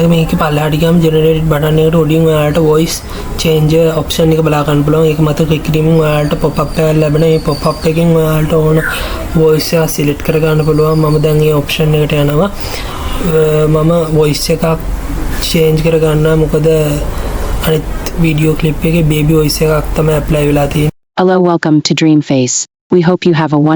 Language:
Sinhala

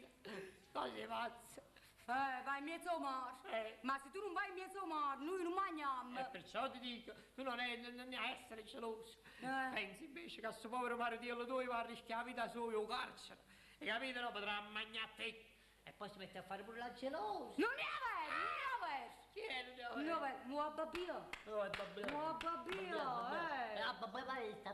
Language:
Neapolitan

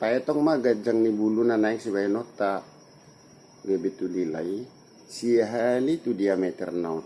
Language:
Batak Toba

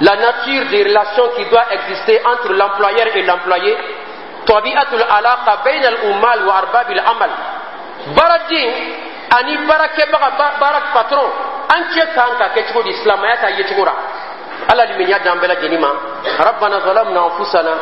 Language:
Dyula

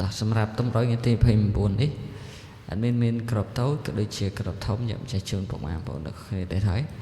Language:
Khmer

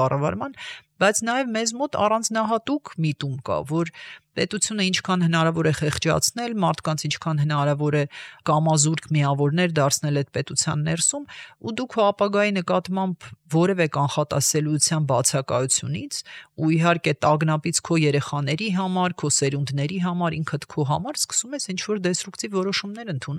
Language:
Armenian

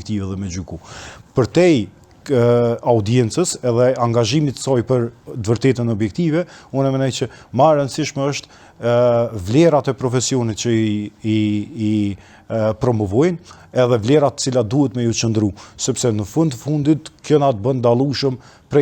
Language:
Albanian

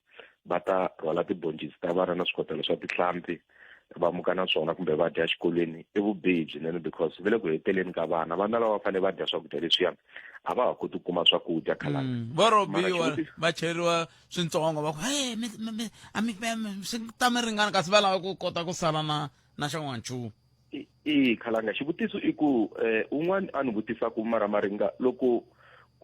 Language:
Tsonga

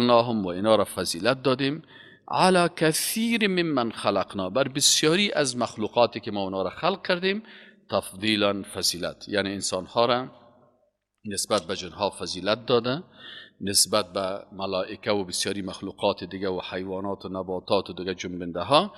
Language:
Persian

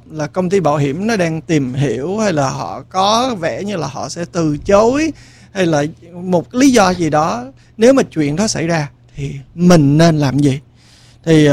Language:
Vietnamese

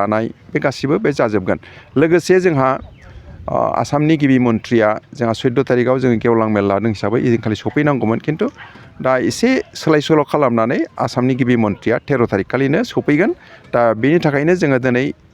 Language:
Bodo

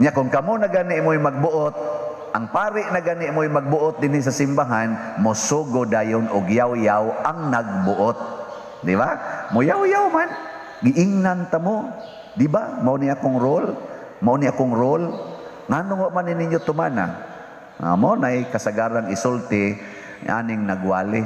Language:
Cebuano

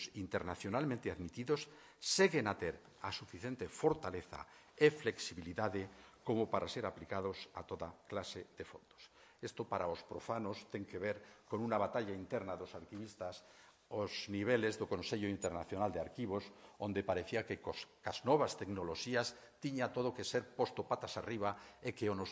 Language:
Galician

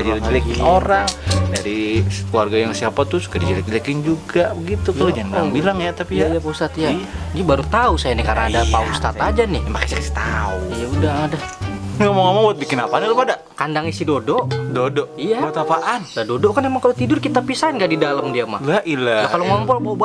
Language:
Betawi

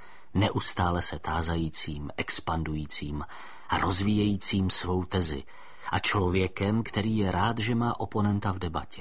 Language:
Czech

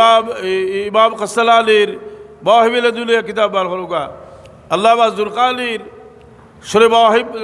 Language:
Sylheti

